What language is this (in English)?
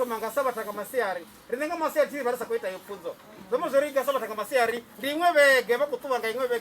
Venda